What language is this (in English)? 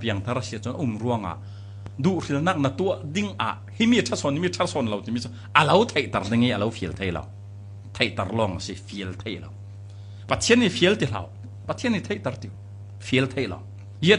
Falam Chin